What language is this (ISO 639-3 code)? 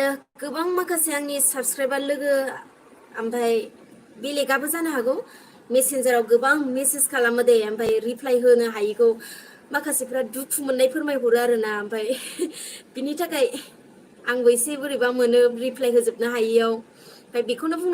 brx